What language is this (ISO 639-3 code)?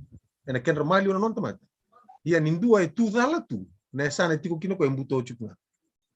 fij